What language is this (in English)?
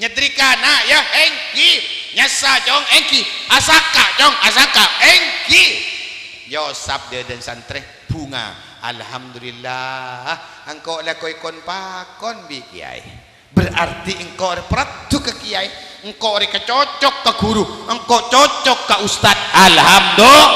Madurese